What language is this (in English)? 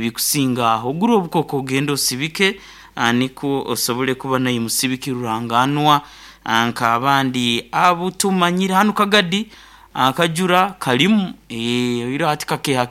Nyoro